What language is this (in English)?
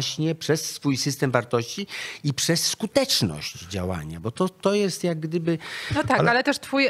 Polish